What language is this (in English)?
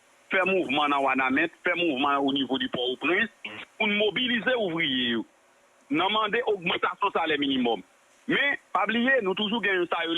Haitian Creole